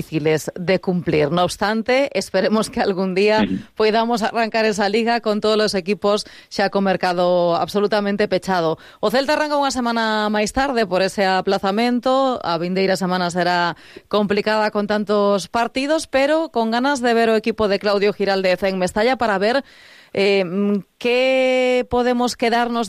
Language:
Galician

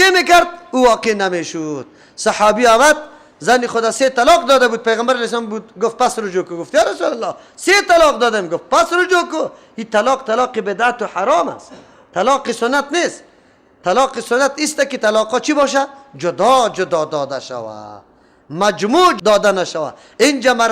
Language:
Persian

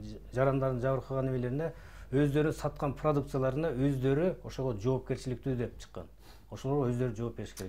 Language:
Kyrgyz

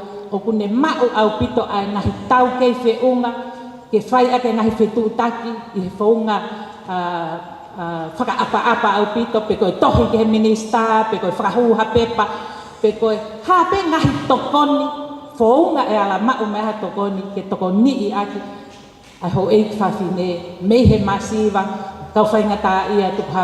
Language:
Tongan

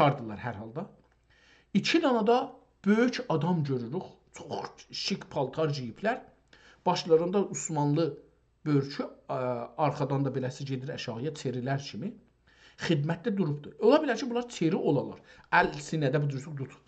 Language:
South Azerbaijani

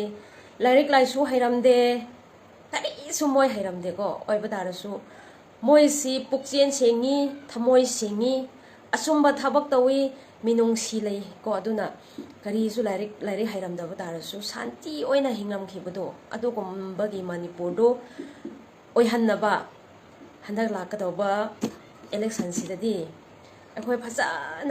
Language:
Manipuri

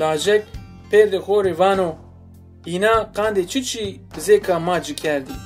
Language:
Zaza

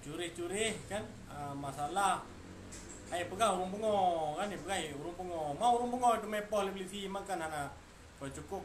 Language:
Achinese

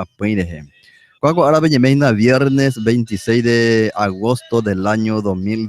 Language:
Guarani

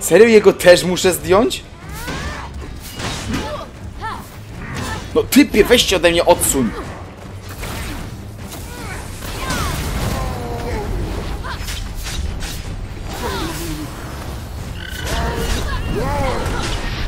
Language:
Polish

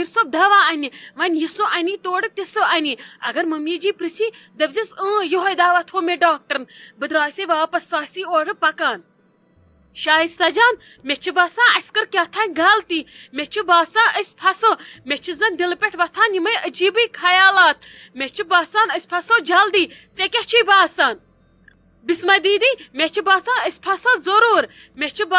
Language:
Kashmiri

